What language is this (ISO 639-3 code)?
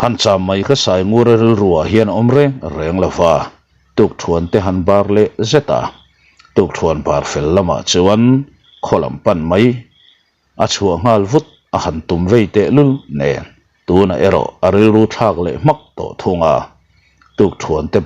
lus